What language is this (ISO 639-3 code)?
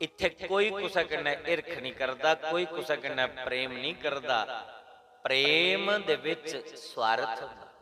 doi